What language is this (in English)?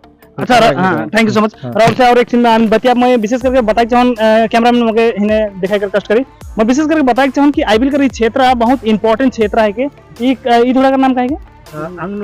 Sadri